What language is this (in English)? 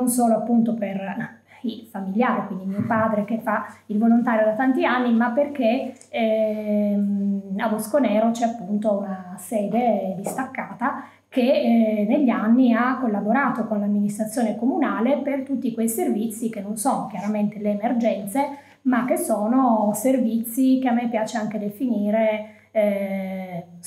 Italian